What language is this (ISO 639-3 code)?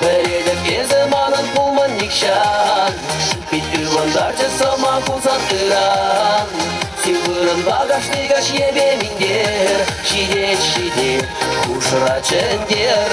chv